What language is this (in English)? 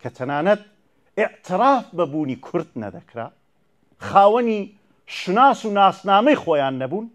Central Kurdish